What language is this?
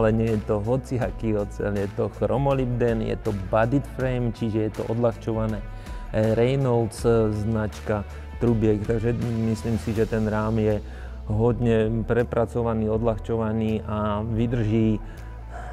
Slovak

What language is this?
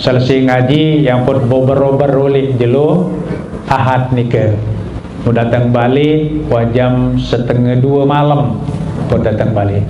Sasak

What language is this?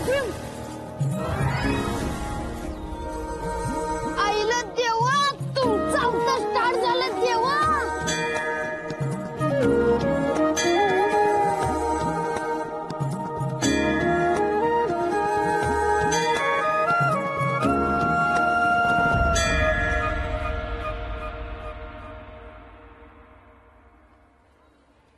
Marathi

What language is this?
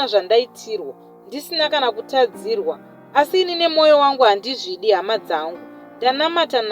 Shona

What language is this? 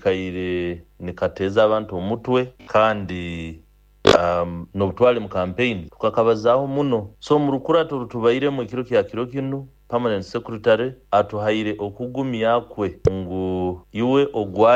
Nyoro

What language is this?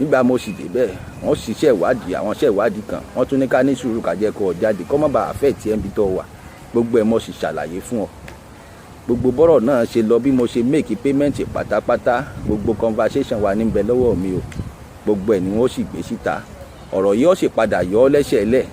Yoruba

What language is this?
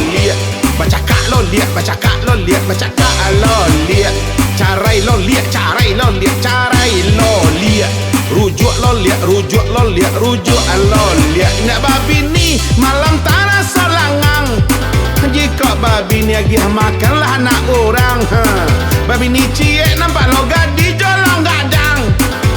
Minangkabau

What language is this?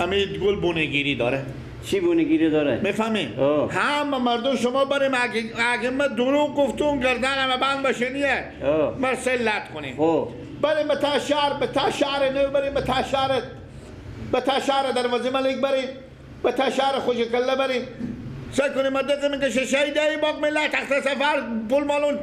Persian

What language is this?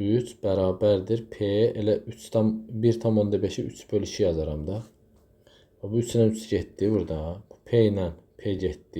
Azerbaijani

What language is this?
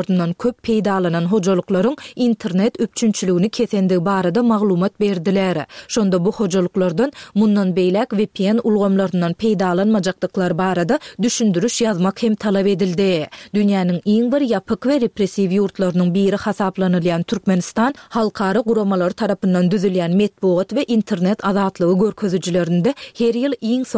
Turkmen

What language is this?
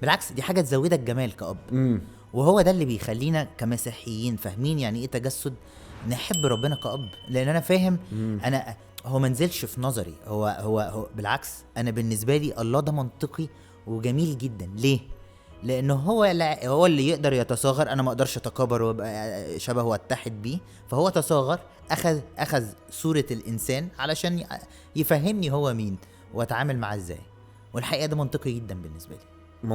Egyptian Arabic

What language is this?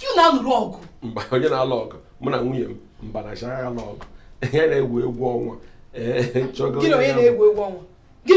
Igbo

